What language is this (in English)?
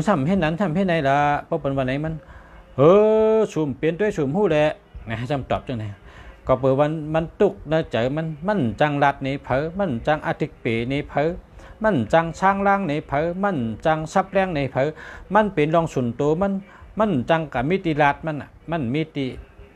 Shan